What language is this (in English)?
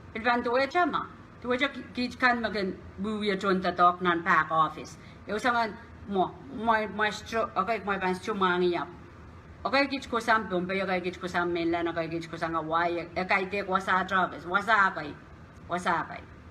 Pohnpeian